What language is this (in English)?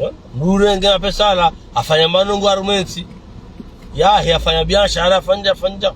Ngazidja Comorian